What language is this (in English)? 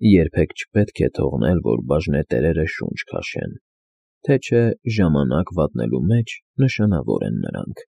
Armenian